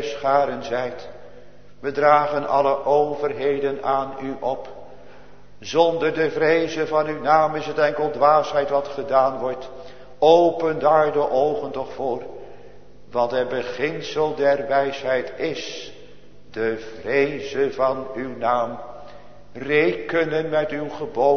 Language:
Dutch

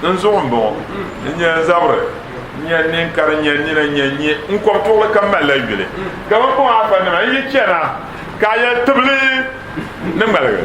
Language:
Dagbani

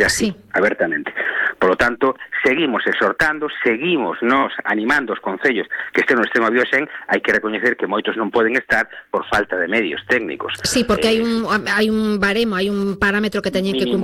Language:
Galician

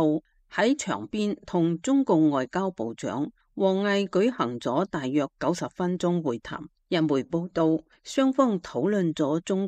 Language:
Cantonese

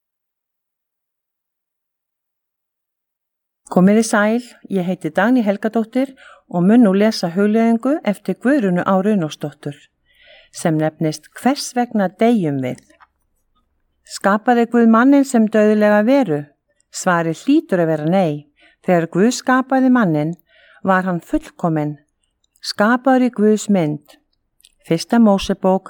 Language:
Icelandic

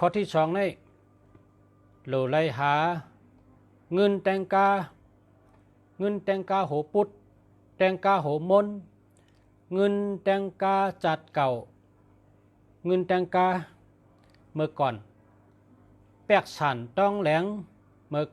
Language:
Shan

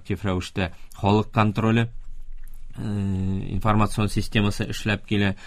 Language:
Tatar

